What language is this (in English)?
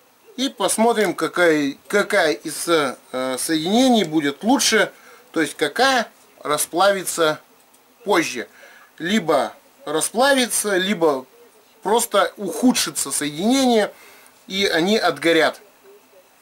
Russian